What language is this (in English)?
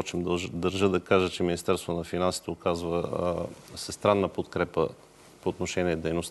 Bulgarian